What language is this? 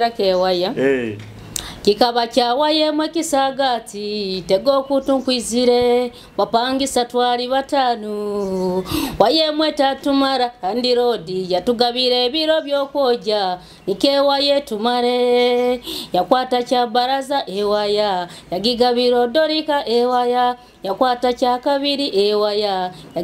Nyoro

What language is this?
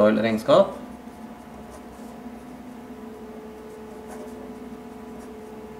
Norwegian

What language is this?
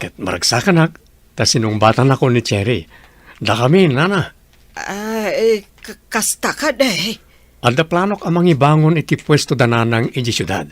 Iloko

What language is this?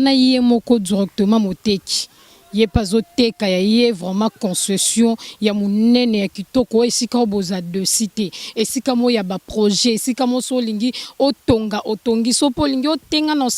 Lingala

